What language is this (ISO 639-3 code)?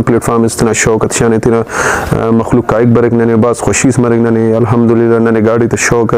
brh